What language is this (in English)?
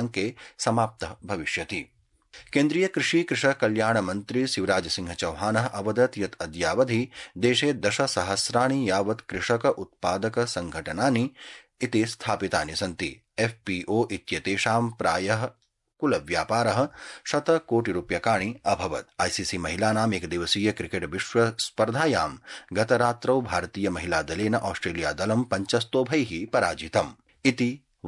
Sanskrit